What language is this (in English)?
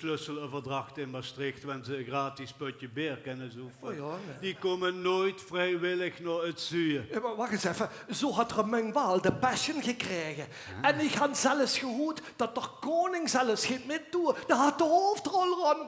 Limburgish